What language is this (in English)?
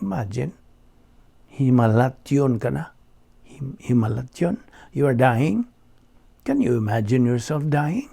Cebuano